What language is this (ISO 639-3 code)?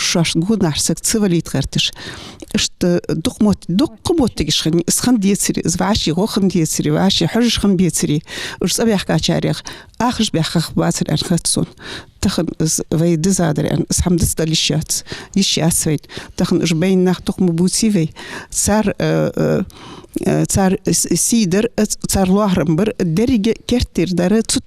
inh